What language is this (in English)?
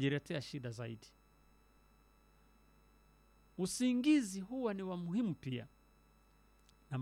Swahili